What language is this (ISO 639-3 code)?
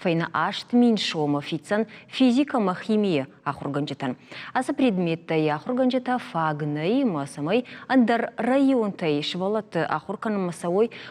oss